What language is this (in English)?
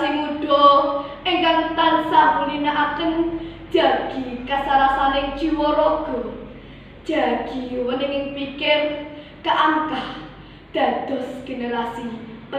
Javanese